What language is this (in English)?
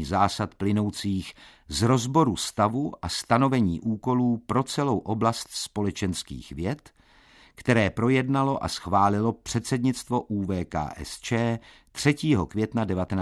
Czech